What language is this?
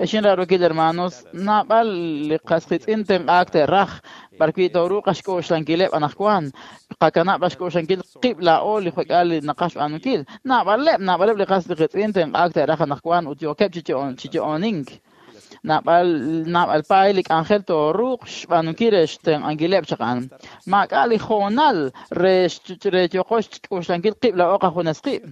Kekchí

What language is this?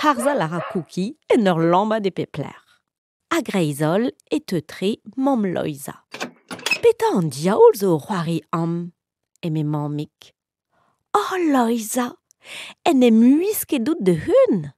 Breton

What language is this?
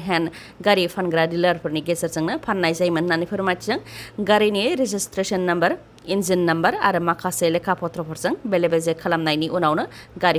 Bodo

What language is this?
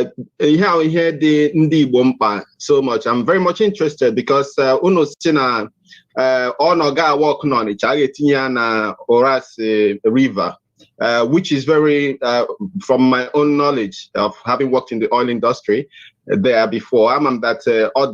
Igbo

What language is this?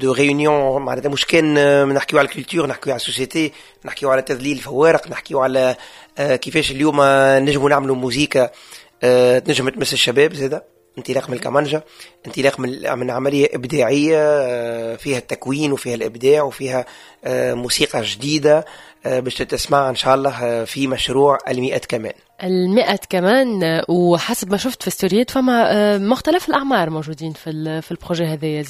Tunisian Arabic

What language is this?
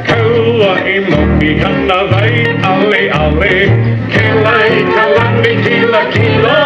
Hawaiian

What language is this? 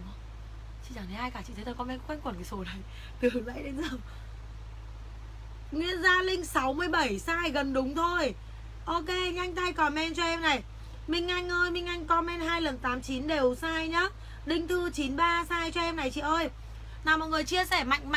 Vietnamese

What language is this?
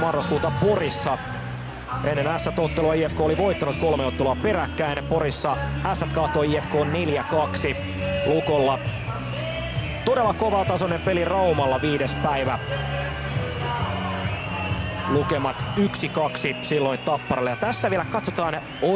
Finnish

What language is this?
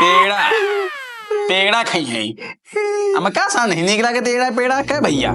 Awadhi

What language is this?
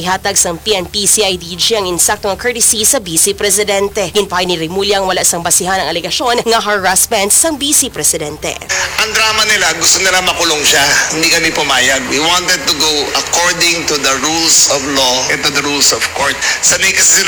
Hiligaynon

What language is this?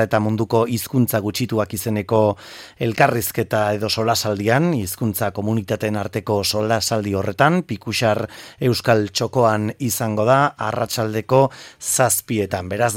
Basque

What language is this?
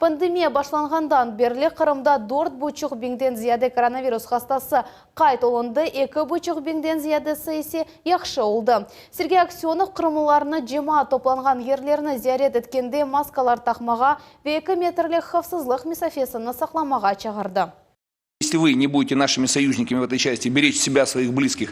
Crimean Tatar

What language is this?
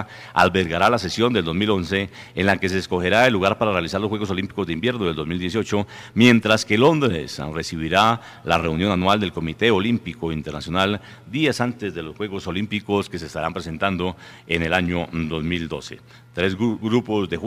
Spanish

